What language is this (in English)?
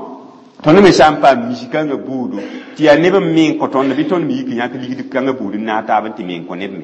Mossi